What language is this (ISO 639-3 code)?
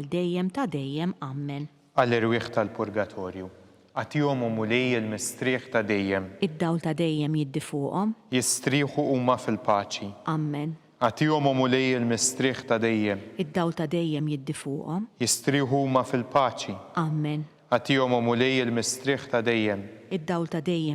mlt